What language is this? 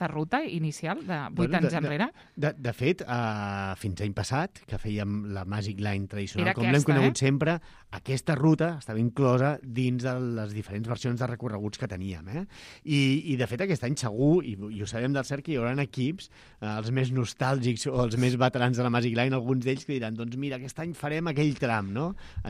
Catalan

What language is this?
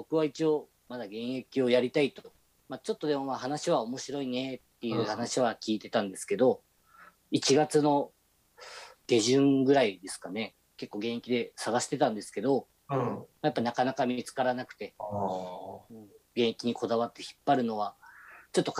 Japanese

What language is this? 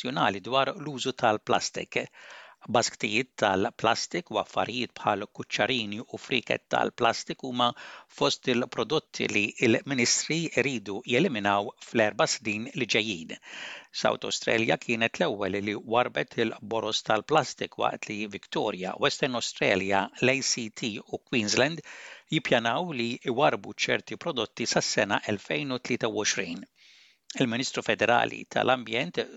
Maltese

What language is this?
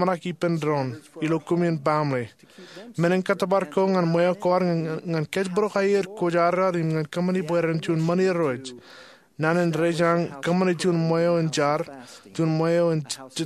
Marshallese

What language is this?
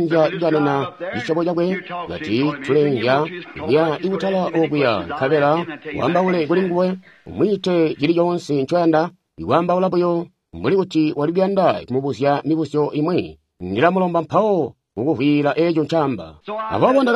Tonga (Zambia)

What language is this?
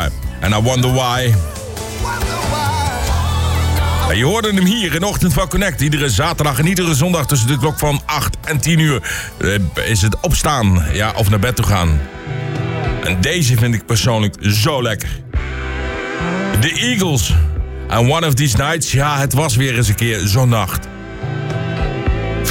Dutch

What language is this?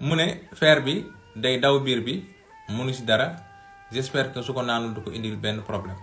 Wolof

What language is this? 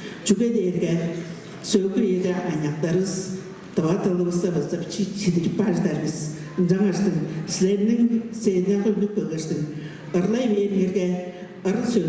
Tuvinian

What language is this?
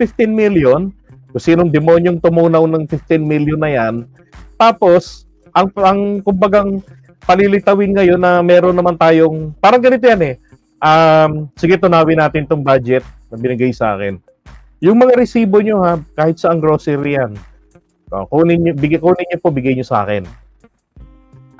Filipino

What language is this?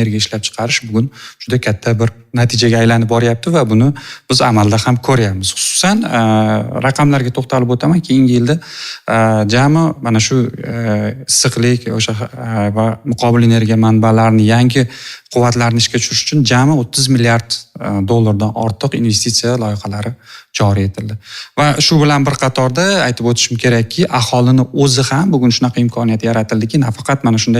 Uzbek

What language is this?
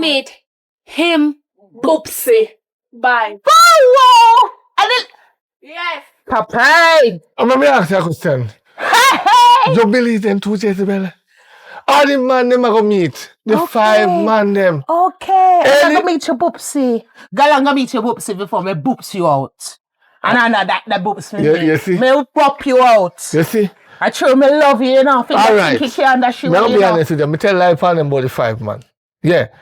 Jamaican Creole English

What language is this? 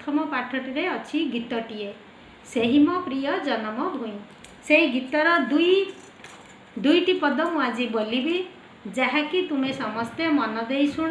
Odia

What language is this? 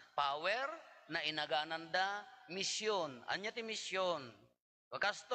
Iloko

